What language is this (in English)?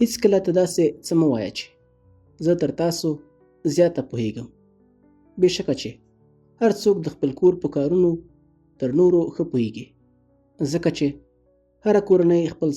Pashto